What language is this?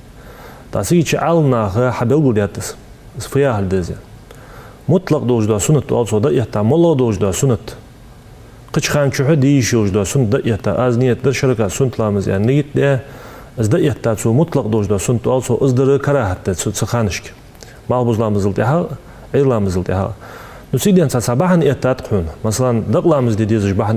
Ingush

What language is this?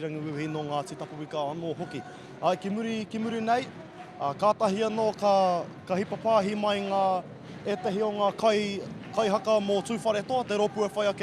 Māori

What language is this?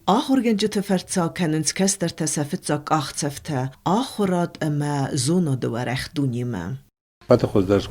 Ossetic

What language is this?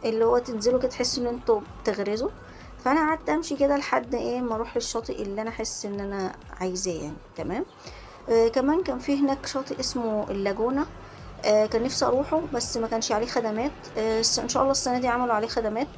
Egyptian Arabic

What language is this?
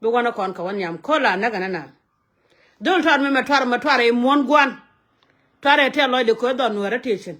Nuer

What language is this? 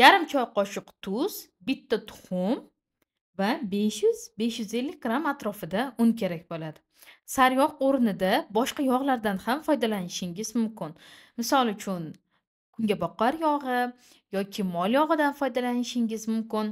Uzbek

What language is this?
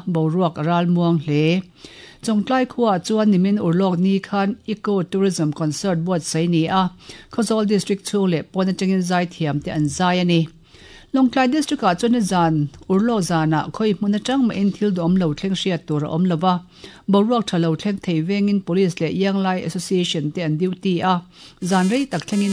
Mizo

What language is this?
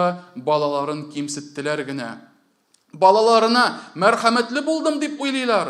Tatar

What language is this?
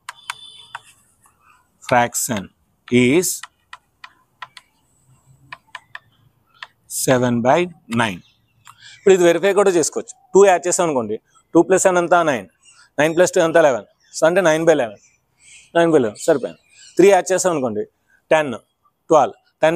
Telugu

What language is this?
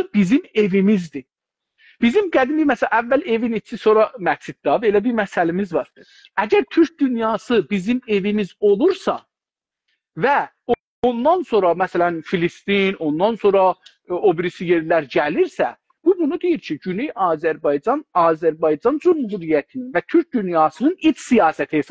South Azerbaijani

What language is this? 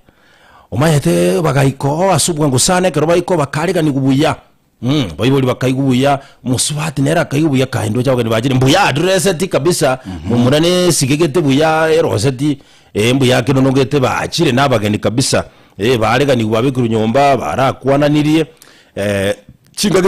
Gusii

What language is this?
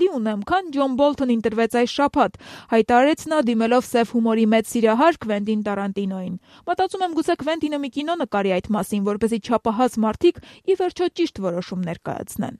Armenian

